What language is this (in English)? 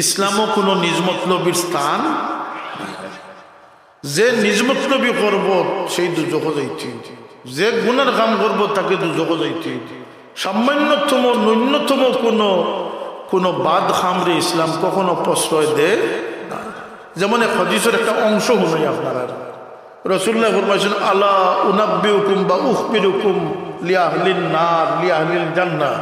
Sylheti